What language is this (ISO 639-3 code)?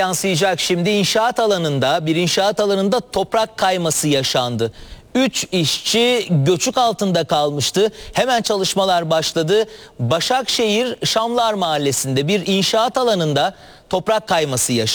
tur